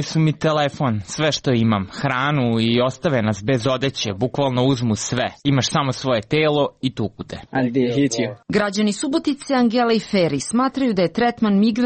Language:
Serbian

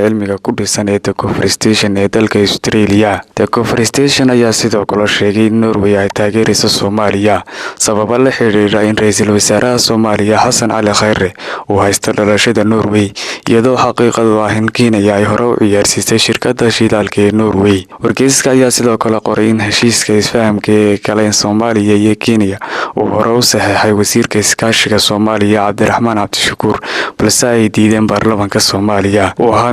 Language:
Somali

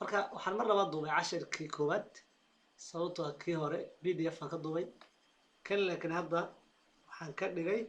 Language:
Somali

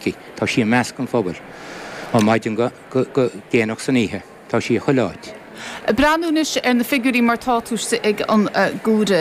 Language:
Irish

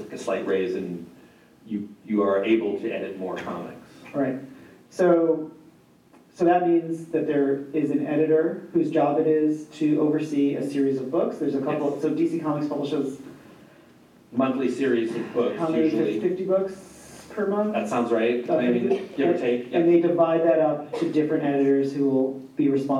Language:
English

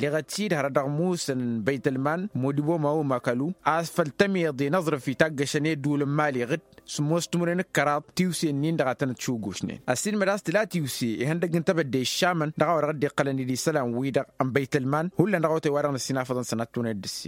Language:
Tamasheq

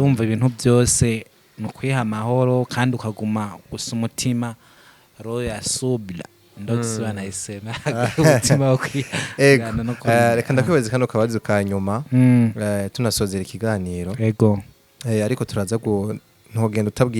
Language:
Rundi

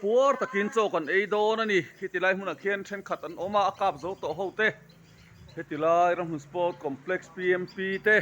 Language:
Mizo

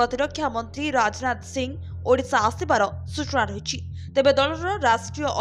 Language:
Odia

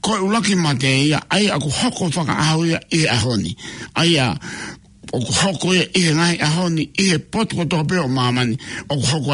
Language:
Tongan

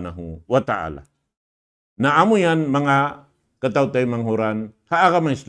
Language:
Tausug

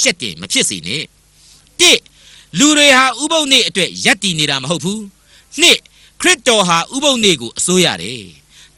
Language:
Burmese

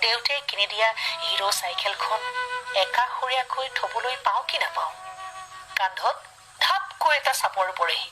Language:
Assamese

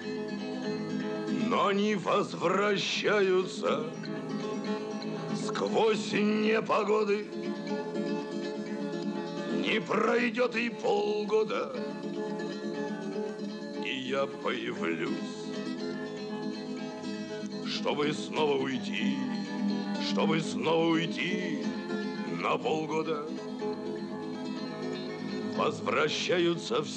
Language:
Russian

